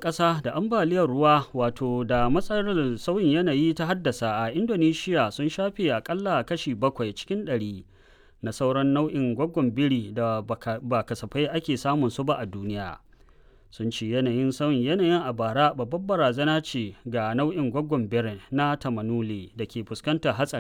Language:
Hausa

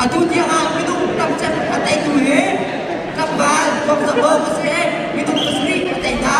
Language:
Hakha Chin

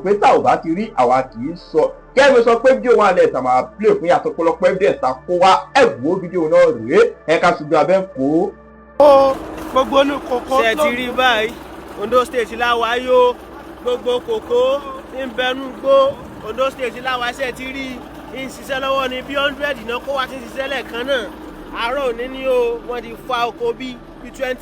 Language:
Yoruba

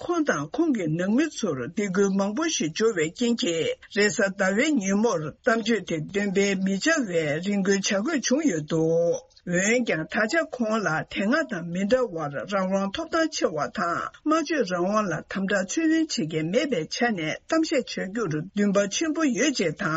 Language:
Tibetan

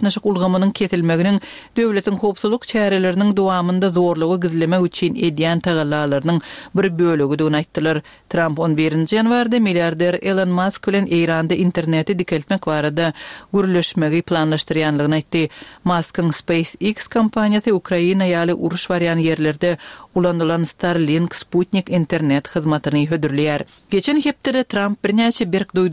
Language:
Turkmen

